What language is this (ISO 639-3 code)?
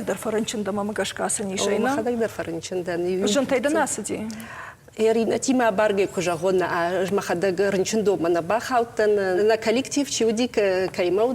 oss